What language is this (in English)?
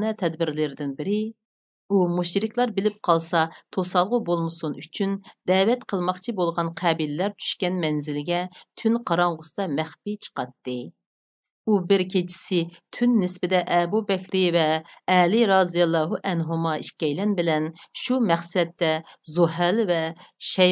Uyghur